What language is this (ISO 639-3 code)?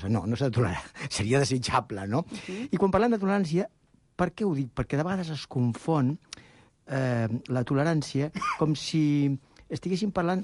cat